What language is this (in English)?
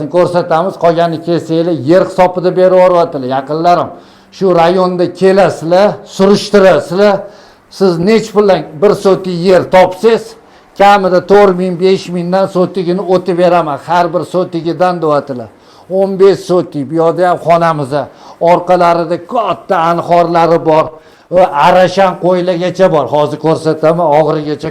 Uzbek